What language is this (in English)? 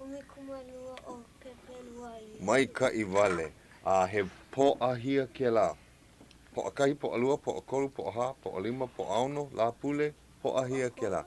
Hawaiian